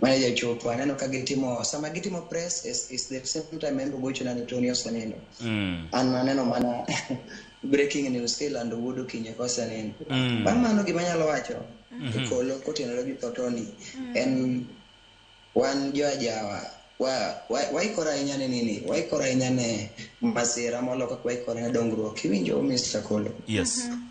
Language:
Luo (Kenya and Tanzania)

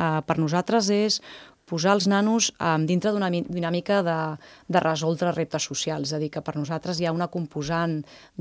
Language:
Catalan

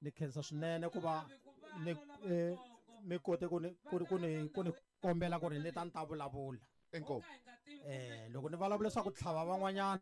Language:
Tsonga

